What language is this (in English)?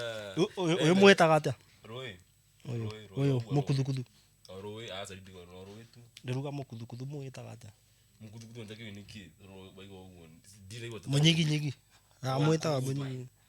Kikuyu